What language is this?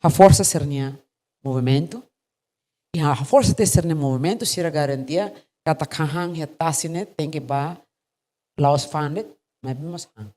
Tetum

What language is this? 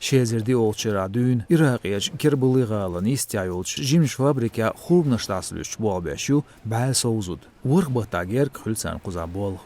Chechen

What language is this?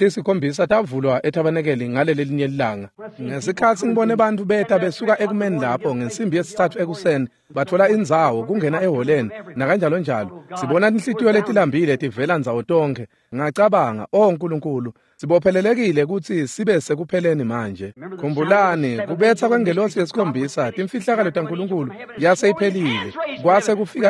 Swati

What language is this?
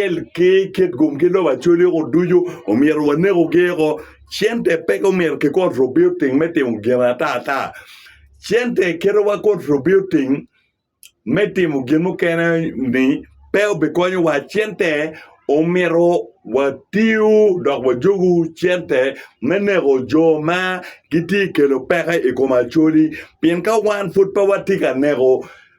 Acoli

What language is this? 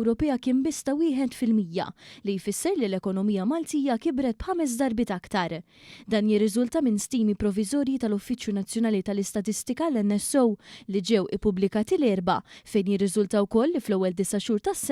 Maltese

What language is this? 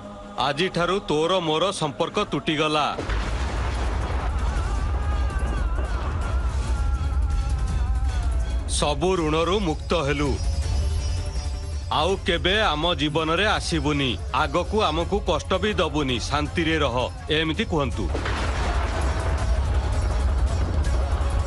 Odia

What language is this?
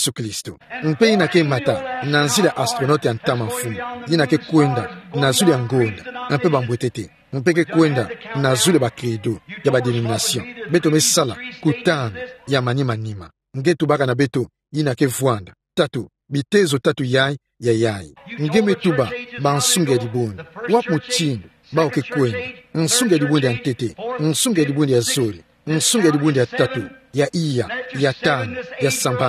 Kituba (Democratic Republic of Congo)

